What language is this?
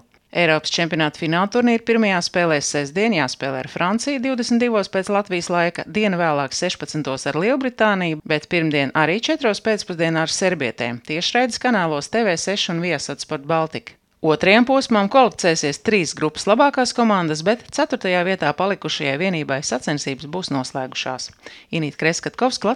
Latvian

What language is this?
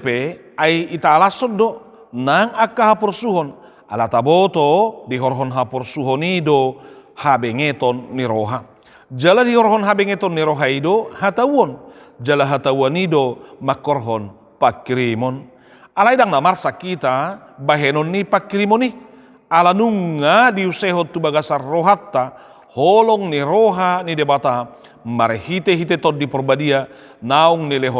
Batak Toba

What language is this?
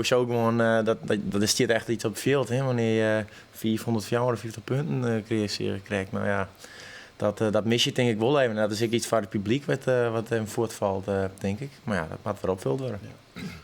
Western Frisian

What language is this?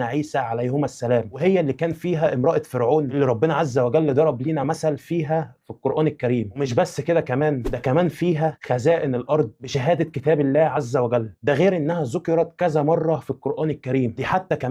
Egyptian Arabic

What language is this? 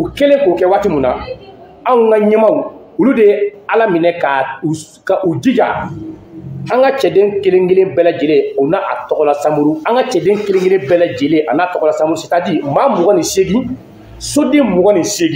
Bambara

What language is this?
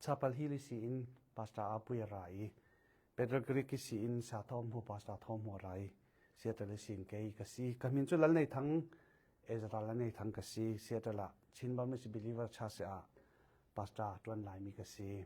Falam Chin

